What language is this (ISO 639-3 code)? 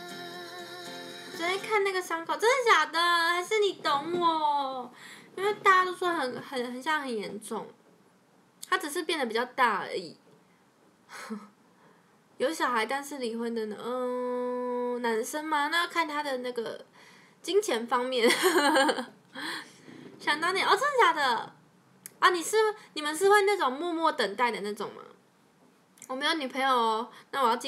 zho